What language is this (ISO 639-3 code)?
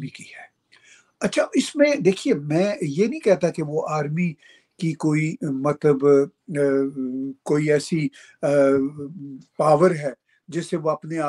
urd